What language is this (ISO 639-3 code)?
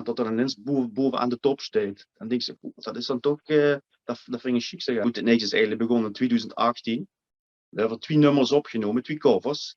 lim